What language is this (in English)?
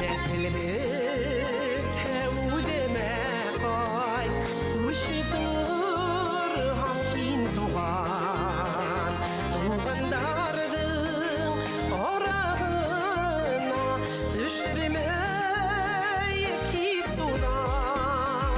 Bashkir